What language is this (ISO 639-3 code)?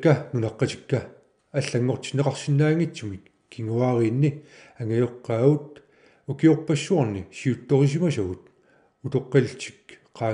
kal